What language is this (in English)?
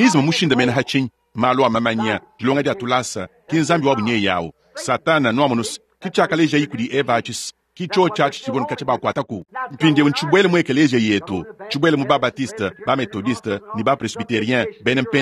Luba-Lulua